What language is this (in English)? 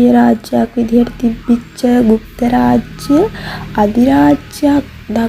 Sinhala